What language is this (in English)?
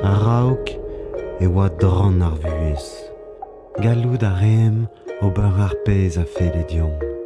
Breton